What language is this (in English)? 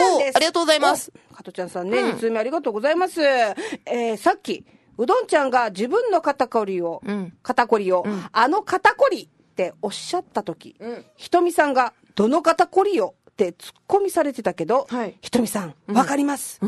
Japanese